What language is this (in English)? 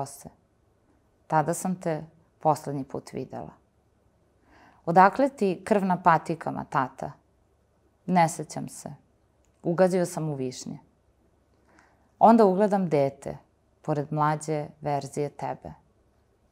Serbian